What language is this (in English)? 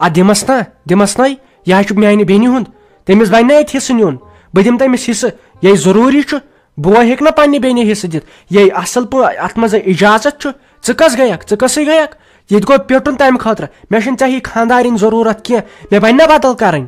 Kashmiri